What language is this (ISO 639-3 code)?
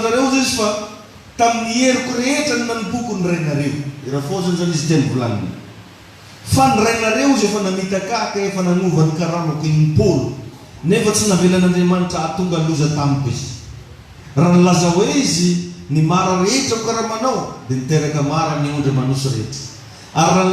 mlg